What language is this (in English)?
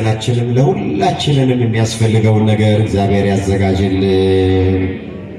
Amharic